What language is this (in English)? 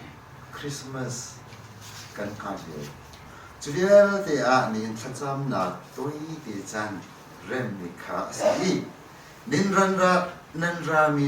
Hakha Chin